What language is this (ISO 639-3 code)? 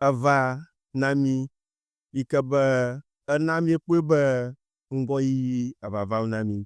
ewe